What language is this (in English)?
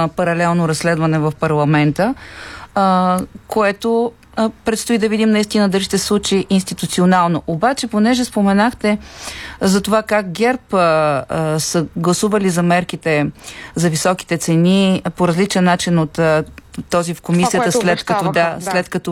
Bulgarian